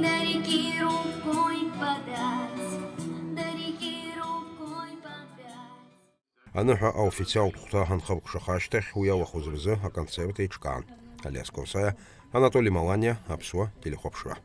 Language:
Abkhazian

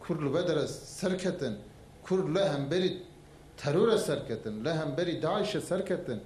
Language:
Kurdish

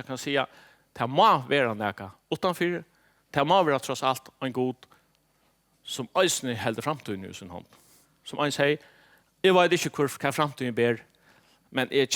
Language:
Faroese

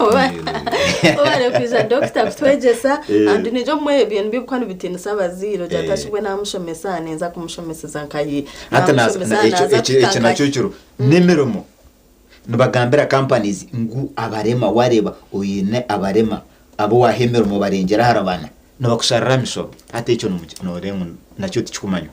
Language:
Nyankole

